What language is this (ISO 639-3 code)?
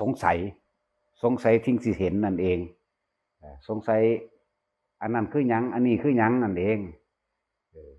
tts